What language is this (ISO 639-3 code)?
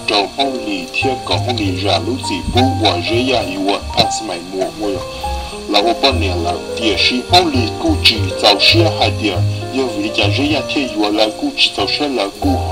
hmn